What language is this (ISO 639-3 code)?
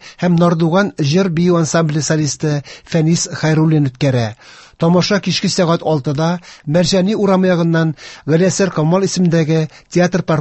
tat